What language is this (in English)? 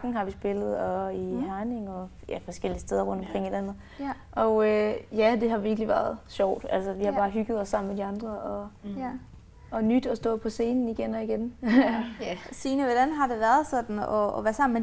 Danish